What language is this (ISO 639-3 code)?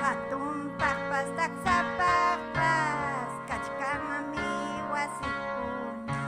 quy